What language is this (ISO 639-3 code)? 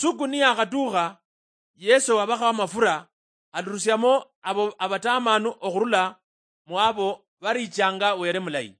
luy